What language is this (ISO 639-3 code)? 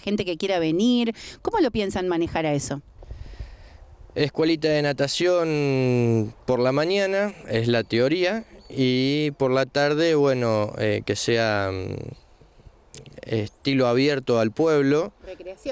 spa